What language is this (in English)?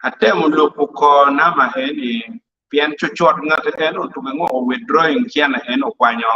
Acoli